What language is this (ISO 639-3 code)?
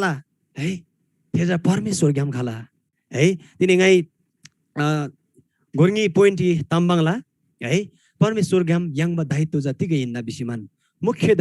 taj